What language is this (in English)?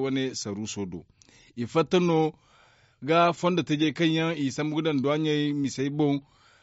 Zarma